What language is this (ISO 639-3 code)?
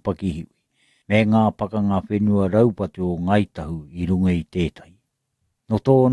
mri